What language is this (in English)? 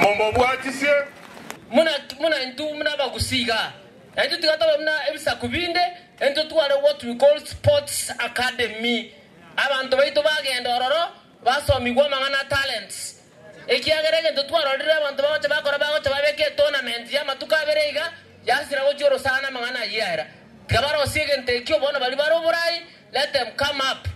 Gusii